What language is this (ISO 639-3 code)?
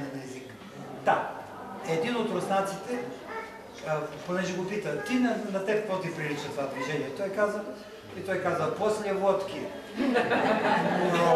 bul